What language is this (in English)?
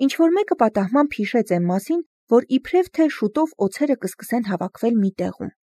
Armenian